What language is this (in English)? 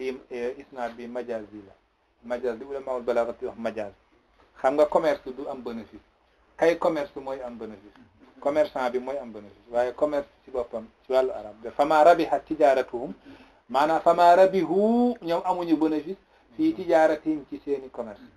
Wolof